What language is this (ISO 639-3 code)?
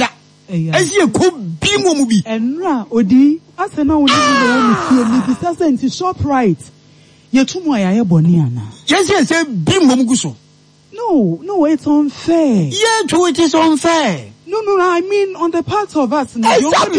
aka